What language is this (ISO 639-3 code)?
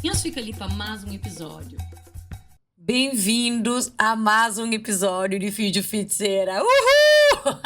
kea